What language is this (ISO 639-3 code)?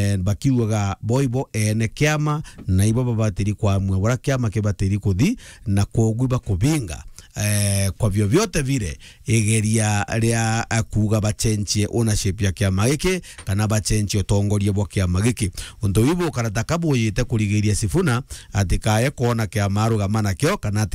mer